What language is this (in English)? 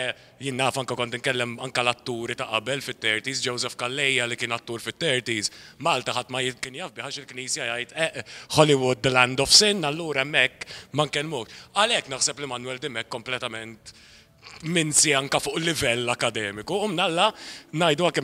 Maltese